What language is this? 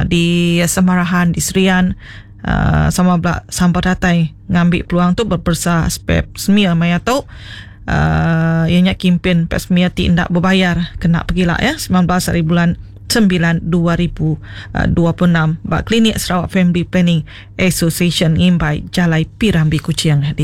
Iban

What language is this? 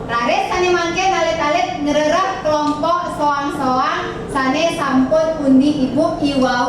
Balinese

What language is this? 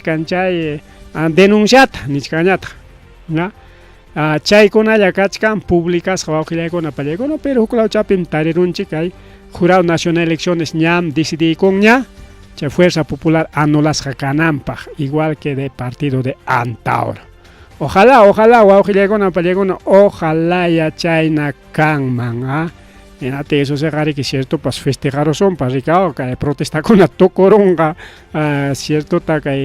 Ayacucho Quechua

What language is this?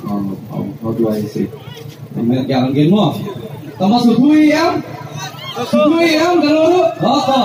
Khasi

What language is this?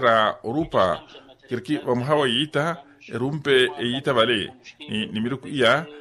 Makhuwa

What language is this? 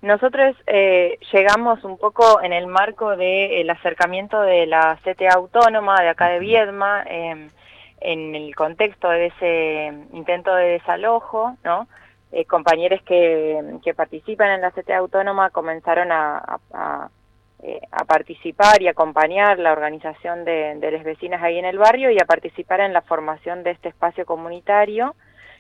Spanish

